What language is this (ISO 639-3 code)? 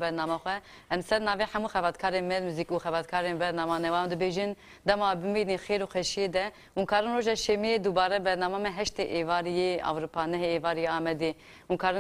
kur